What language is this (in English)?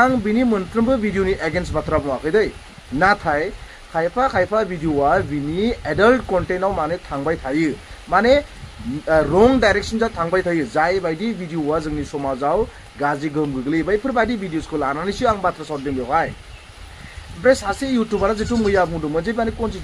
Bodo